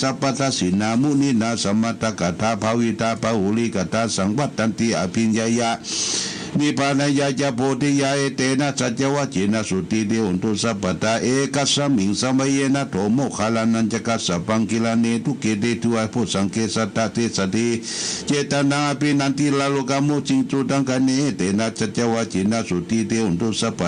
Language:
Pali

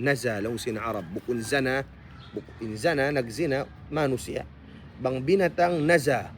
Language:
Tausug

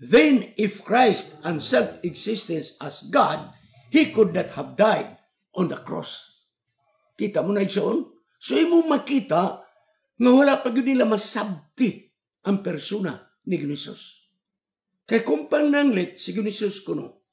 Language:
Cebuano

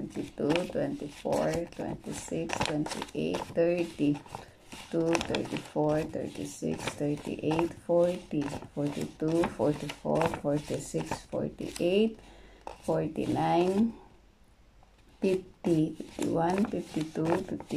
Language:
Filipino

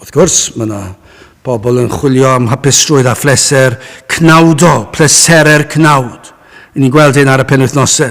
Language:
Welsh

